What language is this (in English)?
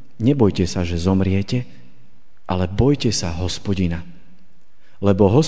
Slovak